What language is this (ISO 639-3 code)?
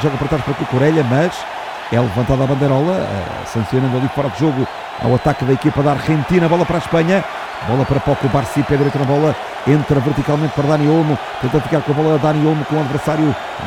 por